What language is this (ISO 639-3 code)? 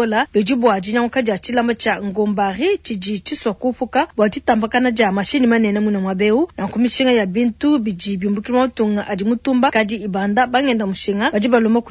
lua